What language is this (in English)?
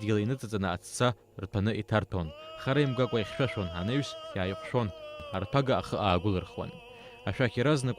Abkhazian